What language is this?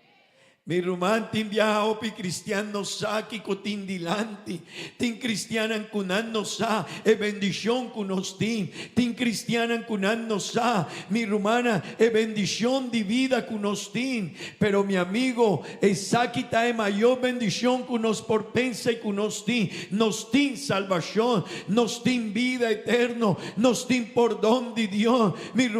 Papiamento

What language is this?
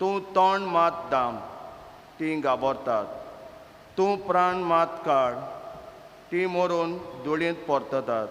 Konkani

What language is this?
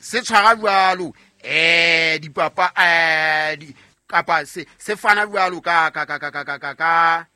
Southern Sotho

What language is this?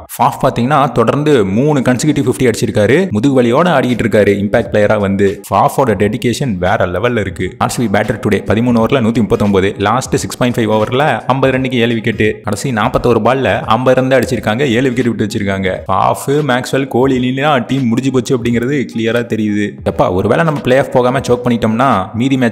Tamil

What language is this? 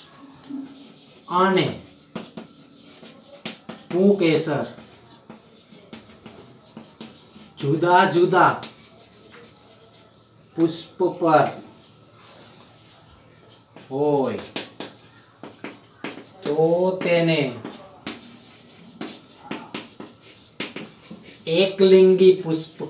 Gujarati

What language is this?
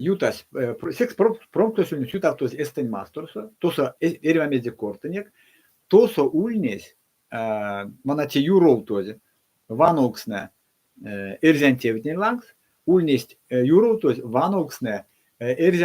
Erzya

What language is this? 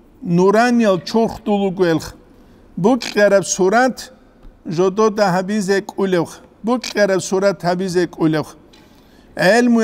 Avaric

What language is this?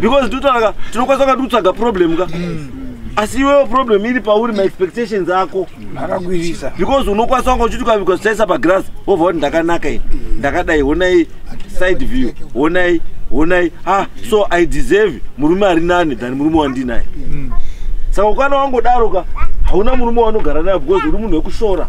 Shona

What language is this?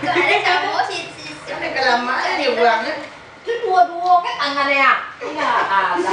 Minangkabau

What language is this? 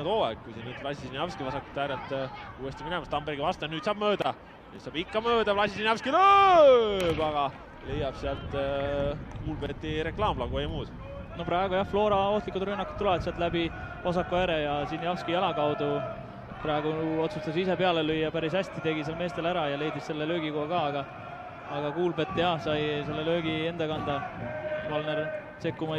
Estonian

